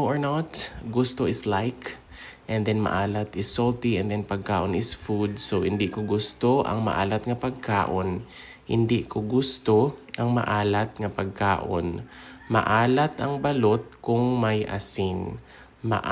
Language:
Hiligaynon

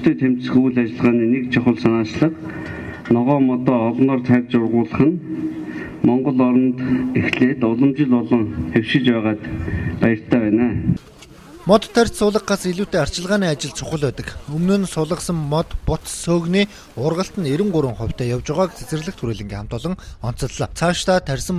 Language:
Mongolian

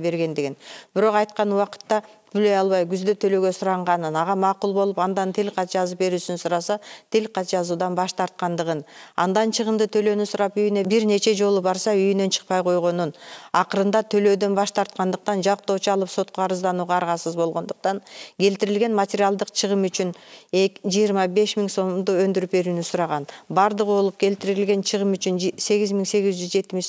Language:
Kyrgyz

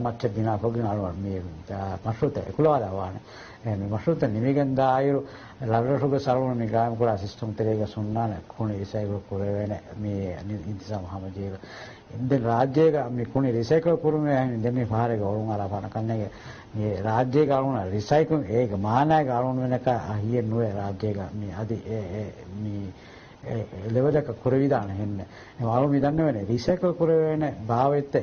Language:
Divehi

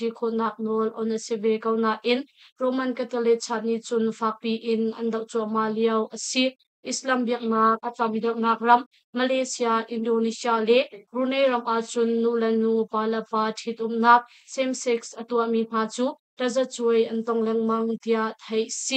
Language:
Hakha Chin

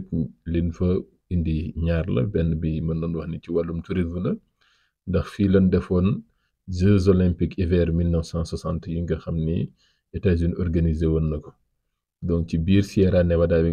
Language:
Wolof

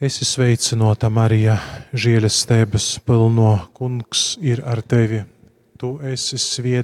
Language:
Latgalian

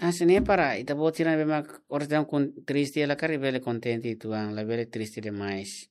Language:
Tetum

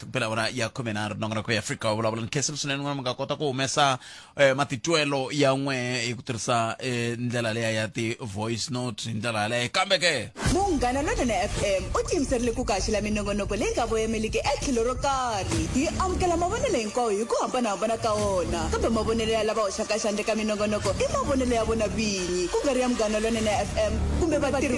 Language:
Tsonga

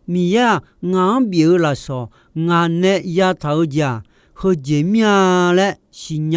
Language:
Akha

